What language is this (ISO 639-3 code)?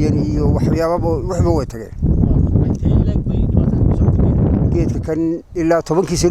som